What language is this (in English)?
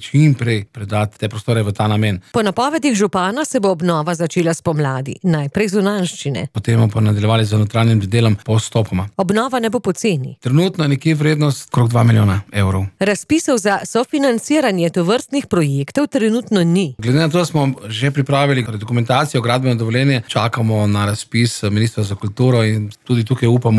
Slovenian